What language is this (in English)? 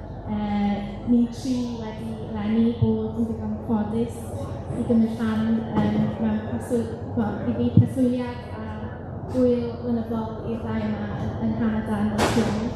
Welsh